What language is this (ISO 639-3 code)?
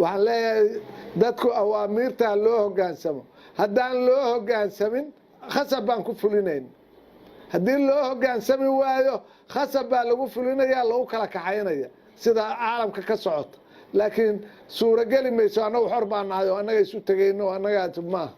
som